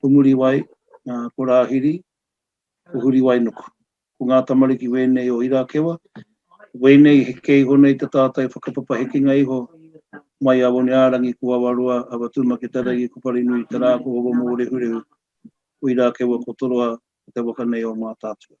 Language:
Māori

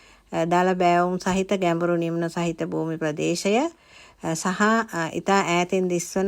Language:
Sinhala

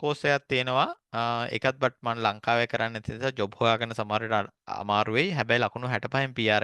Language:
Sinhala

